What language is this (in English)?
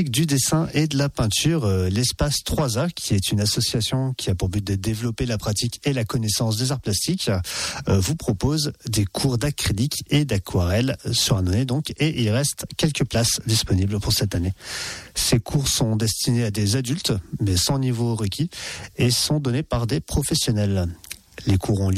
French